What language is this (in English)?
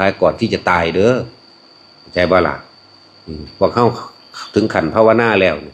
Lao